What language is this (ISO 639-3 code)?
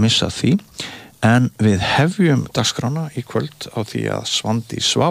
isl